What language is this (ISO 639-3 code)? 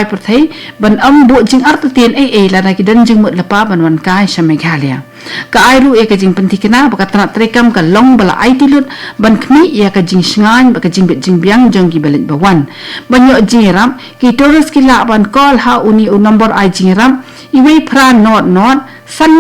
kha